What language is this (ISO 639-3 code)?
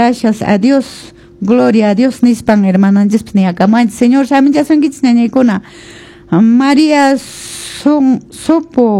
que